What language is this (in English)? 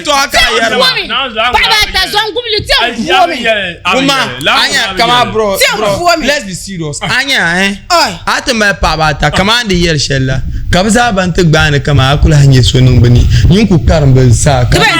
Dagbani